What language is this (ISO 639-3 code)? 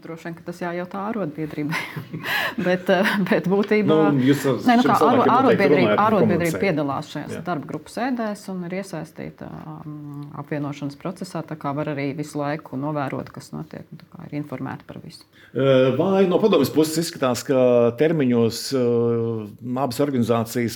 lav